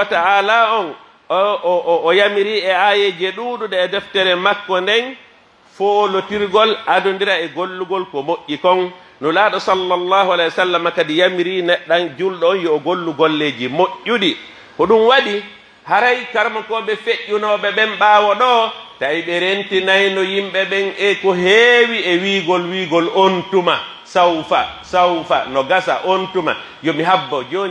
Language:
Pular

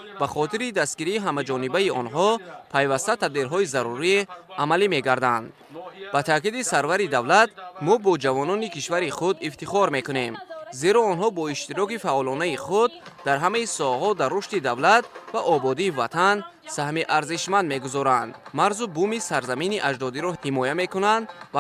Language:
Tajik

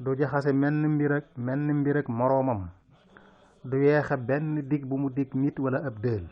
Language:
Wolof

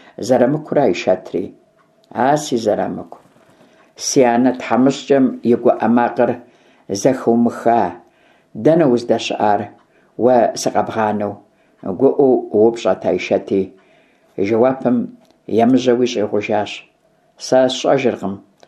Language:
Kabardian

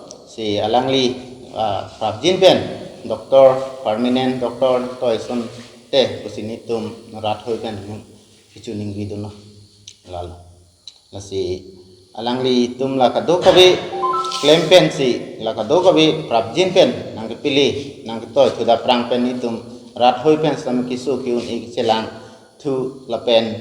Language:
Karbi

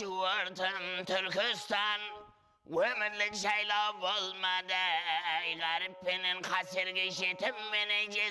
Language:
Kara-Kalpak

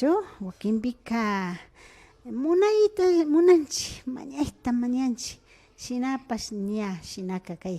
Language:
Imbabura Highland Quichua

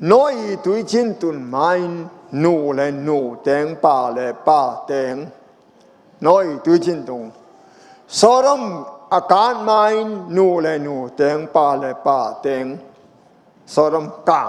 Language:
Tedim Chin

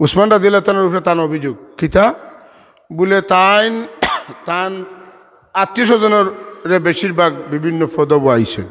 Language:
Sylheti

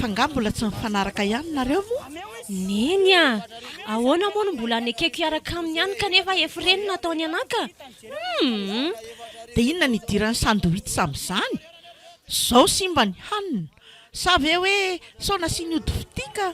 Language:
Malagasy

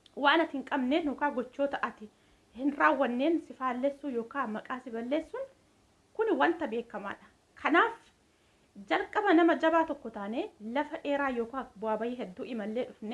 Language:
Oromo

